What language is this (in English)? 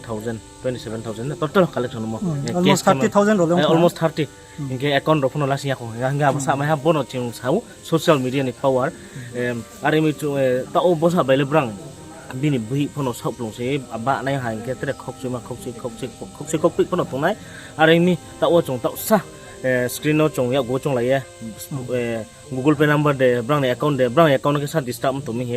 Riang (India)